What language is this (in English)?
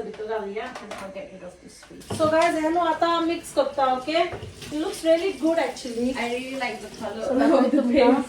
Konkani